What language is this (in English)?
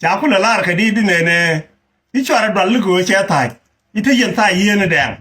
Nuer